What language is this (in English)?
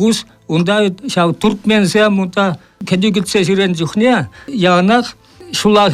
Chuvash